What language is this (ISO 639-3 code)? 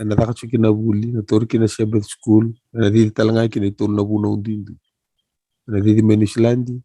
fij